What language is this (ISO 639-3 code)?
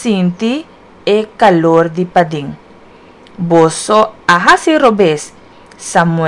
pap